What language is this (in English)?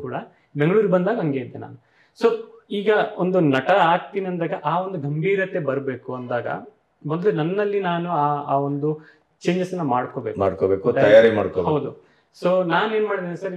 Kannada